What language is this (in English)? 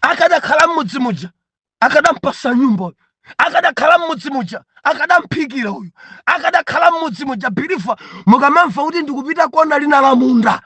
Nyanja